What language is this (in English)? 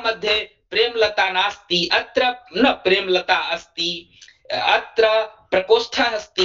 Sanskrit